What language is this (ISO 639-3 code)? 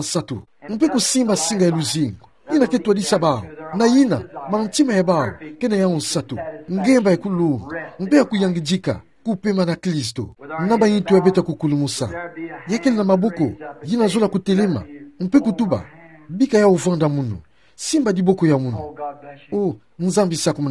ktu